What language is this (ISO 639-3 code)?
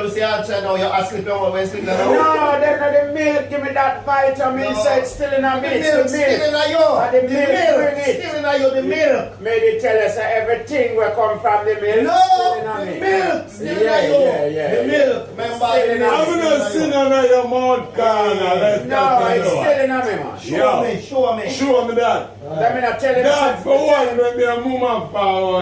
jam